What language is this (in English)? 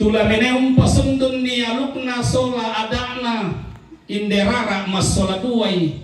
Toraja-Sa'dan